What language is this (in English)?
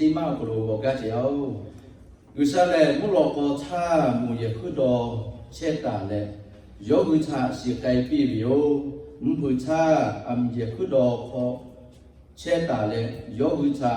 Lahu